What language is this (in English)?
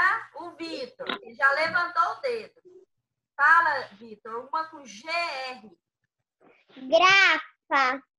Portuguese